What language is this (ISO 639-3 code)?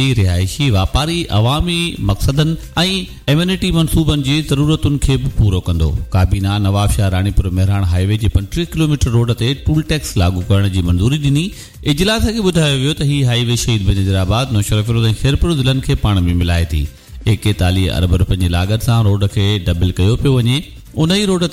snd